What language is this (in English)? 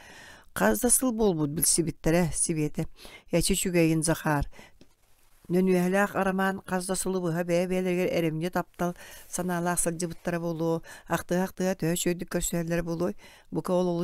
Yakut